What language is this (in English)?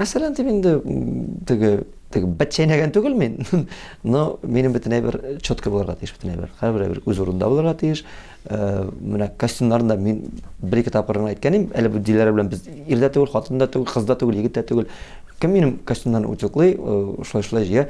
Tatar